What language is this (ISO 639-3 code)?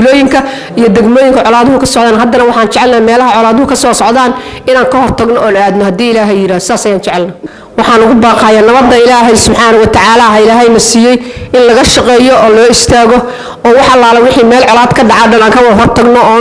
som